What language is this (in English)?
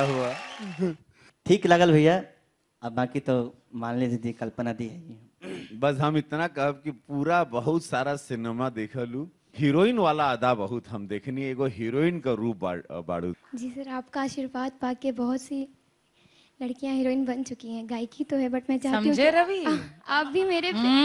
Bhojpuri